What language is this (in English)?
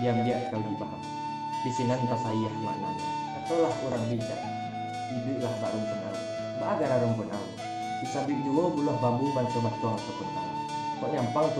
Minangkabau